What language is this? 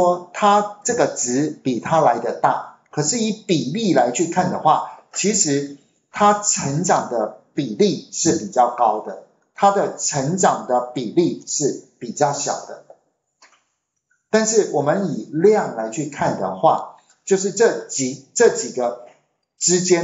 Chinese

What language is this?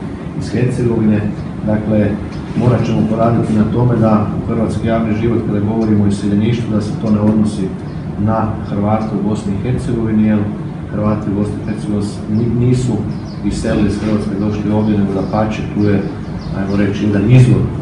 Croatian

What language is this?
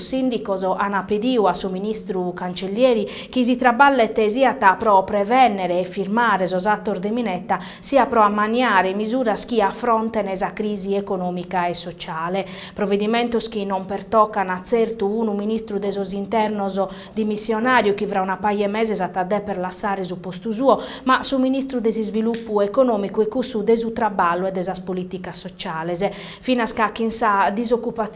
Sardinian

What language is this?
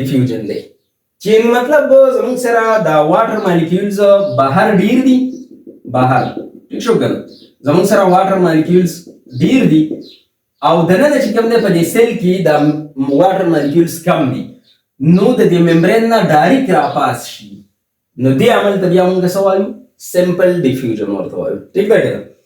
Pashto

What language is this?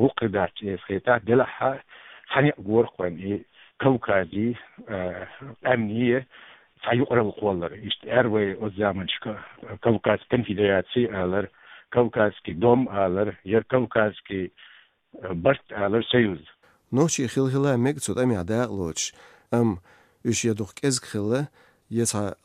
Chechen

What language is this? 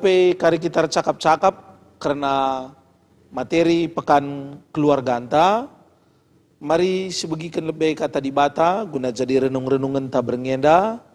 Batak Karo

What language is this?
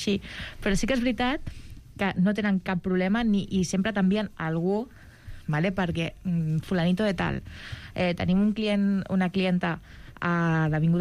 Catalan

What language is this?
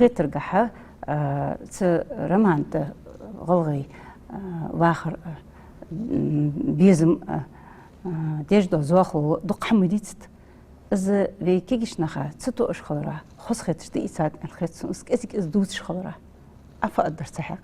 Ingush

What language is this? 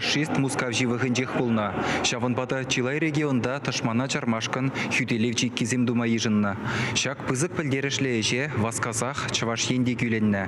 Chuvash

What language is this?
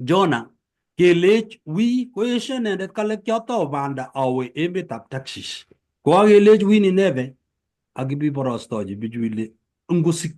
Kalenjin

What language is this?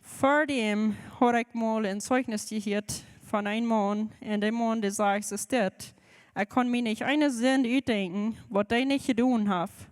Plautdietsch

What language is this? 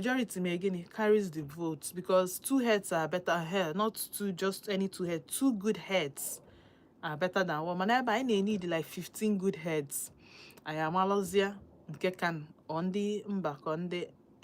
Igbo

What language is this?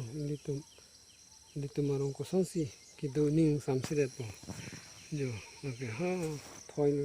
Karbi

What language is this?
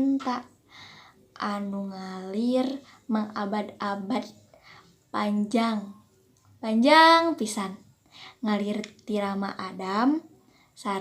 Sundanese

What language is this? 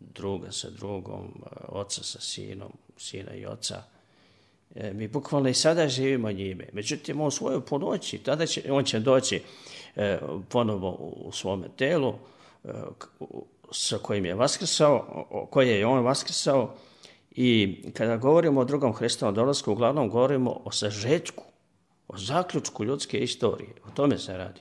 Serbian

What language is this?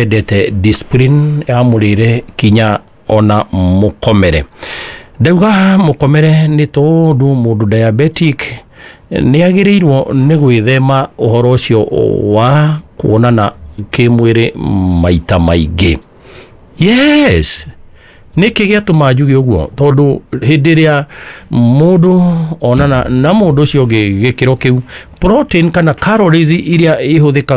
Kikuyu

